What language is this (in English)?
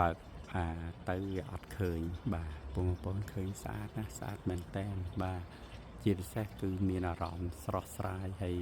Khmer